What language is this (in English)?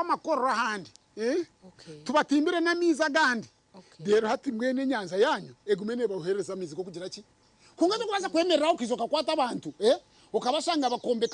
Nyankole